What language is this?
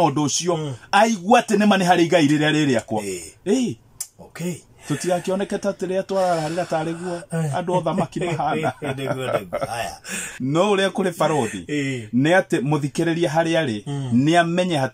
Kikuyu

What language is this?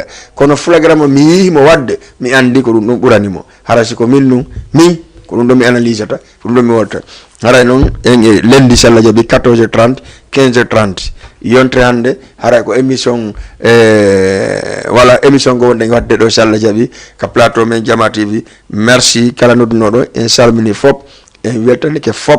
Fula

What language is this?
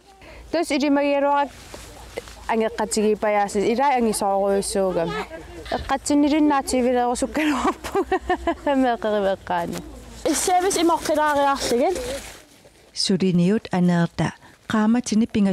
Kalaallisut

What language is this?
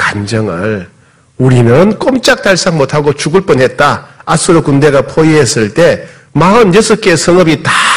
Korean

